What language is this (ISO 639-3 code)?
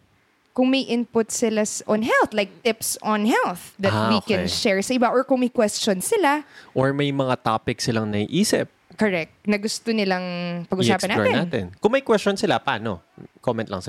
fil